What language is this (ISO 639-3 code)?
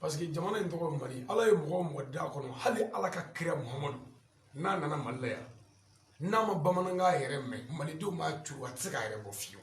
bam